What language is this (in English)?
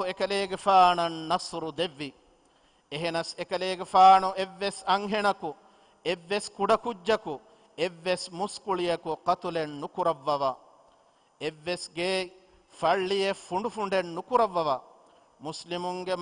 Divehi